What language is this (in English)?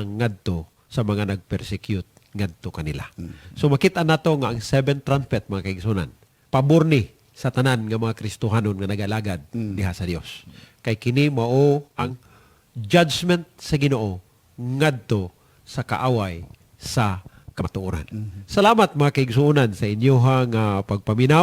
Cebuano